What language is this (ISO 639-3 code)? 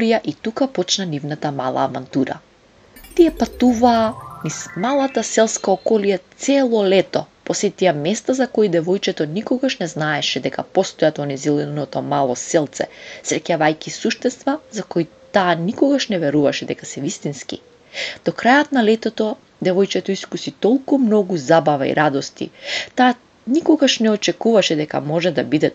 mkd